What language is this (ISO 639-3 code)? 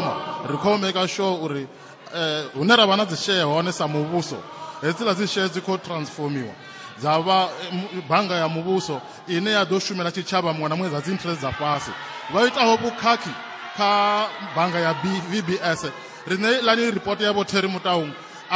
ven